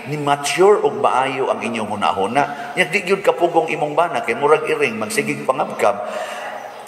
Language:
Cebuano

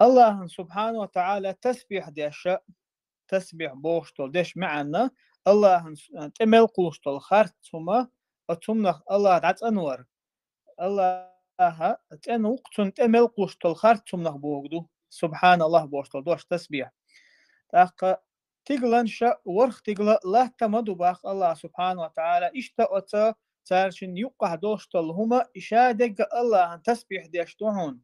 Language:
Chechen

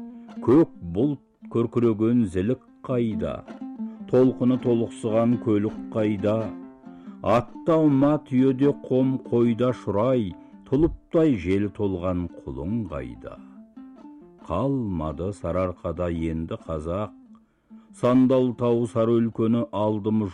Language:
Kazakh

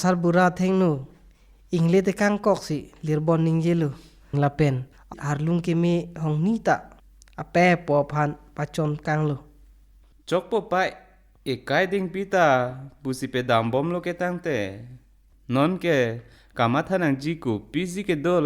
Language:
Karbi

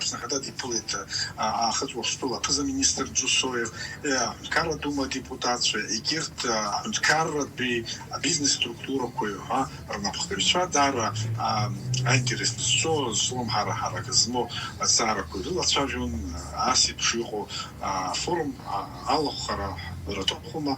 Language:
Abkhazian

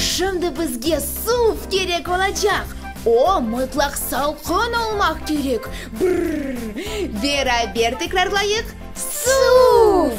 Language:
Crimean Tatar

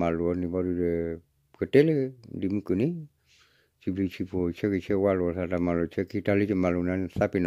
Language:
S'gaw Karen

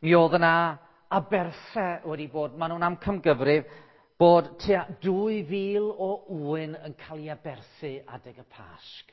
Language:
Welsh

